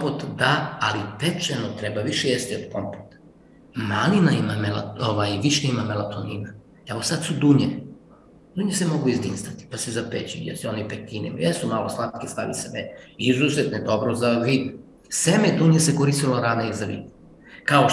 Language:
Serbian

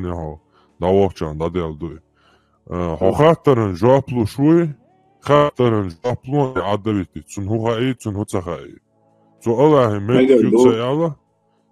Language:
Chechen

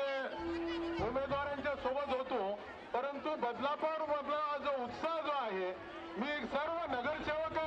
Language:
Marathi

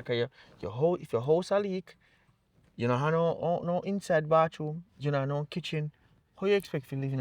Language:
Jamaican Creole English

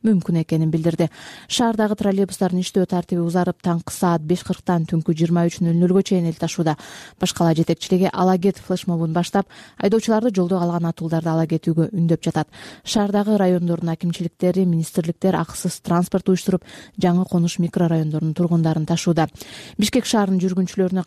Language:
Kyrgyz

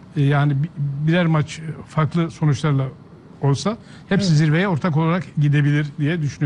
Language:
Turkish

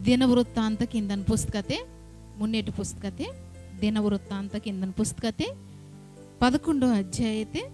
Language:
Koya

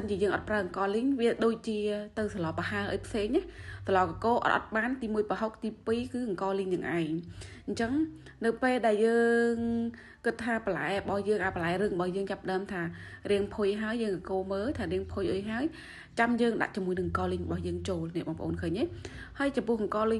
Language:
Khmer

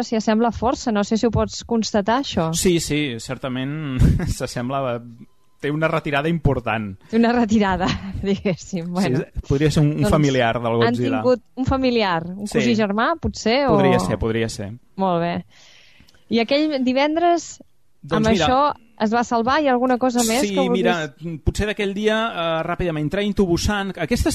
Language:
Catalan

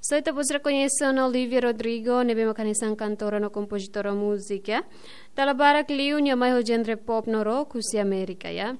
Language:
Tetum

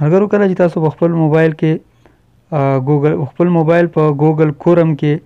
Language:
Pashto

